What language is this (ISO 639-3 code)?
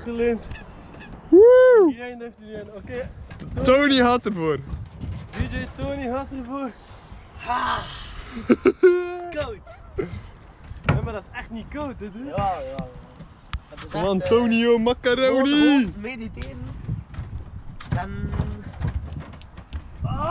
nld